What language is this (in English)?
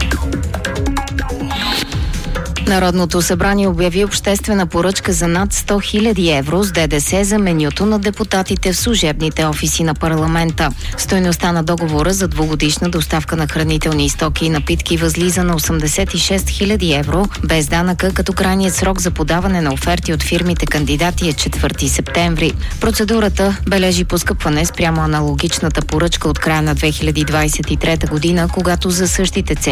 Bulgarian